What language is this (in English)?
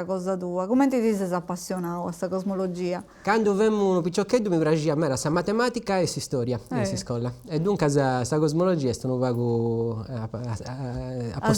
Sardinian